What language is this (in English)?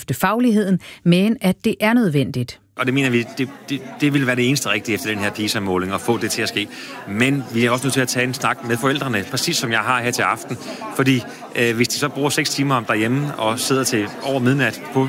Danish